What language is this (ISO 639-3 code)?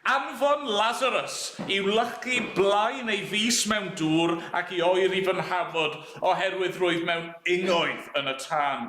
cym